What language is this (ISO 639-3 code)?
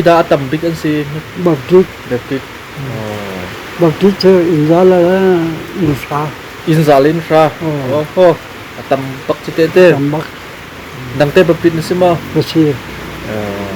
cnh